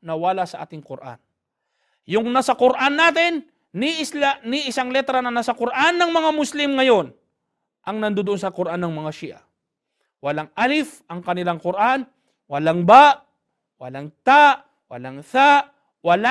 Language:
Filipino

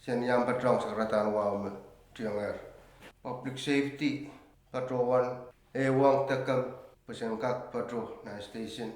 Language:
Pohnpeian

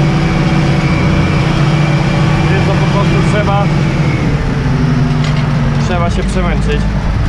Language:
Polish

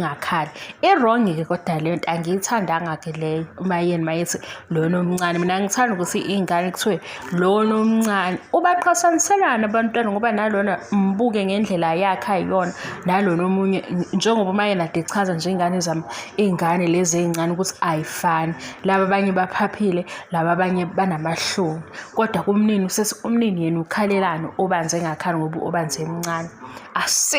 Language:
Zulu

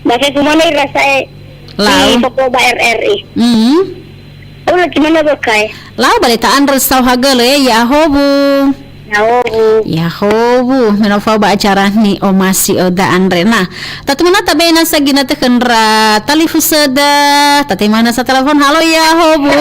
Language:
Nias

